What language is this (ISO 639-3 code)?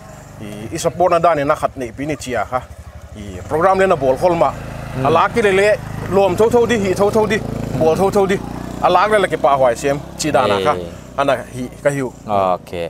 pck